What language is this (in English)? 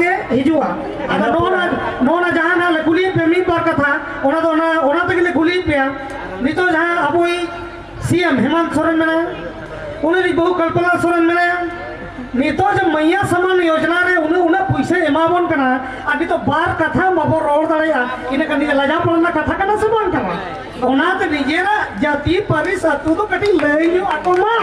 Santali